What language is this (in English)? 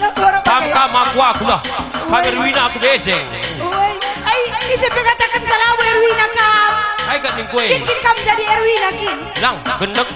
Batak Karo